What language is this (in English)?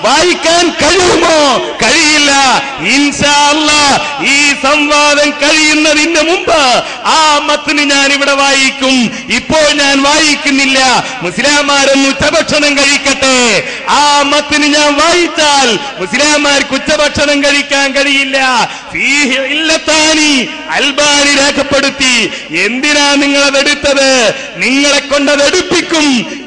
Malayalam